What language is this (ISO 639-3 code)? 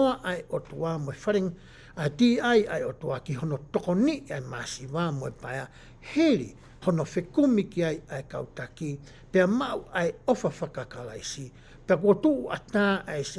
ton